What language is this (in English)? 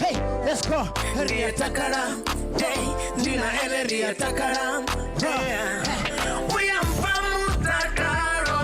Venda